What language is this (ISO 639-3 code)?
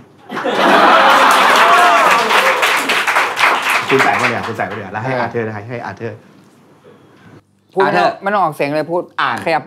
tha